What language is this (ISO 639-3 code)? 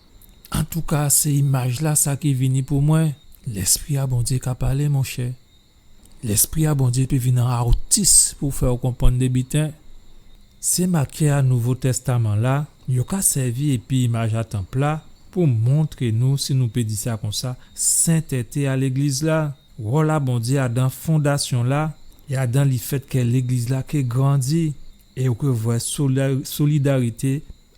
gcf